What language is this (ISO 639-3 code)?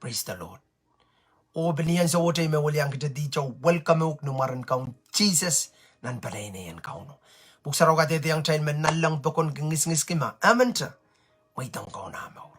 pon